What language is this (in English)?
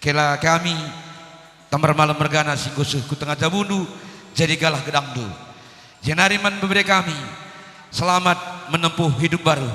Batak Karo